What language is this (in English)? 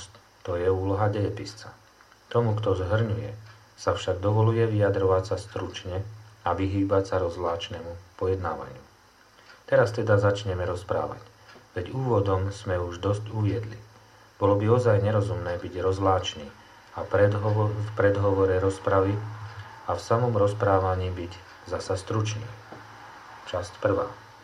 Slovak